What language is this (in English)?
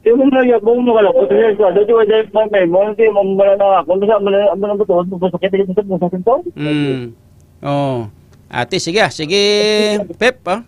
Hiligaynon